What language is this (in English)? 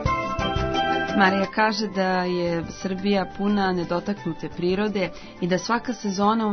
Serbian